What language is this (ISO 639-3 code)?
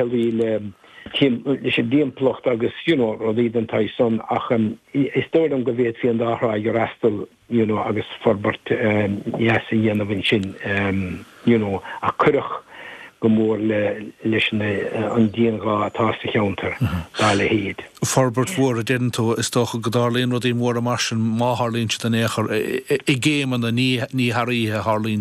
gle